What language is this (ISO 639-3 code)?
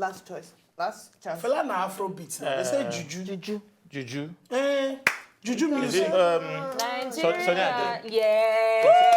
pcm